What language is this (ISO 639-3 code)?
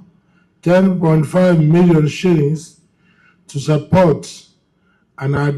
guz